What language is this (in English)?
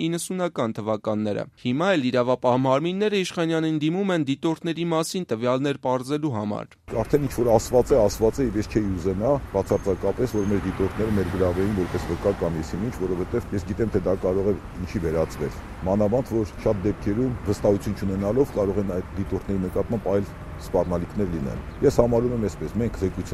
Armenian